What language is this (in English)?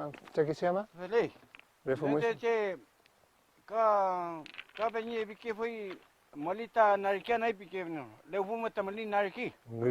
Mapuche